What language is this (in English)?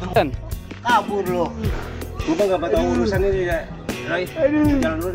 Betawi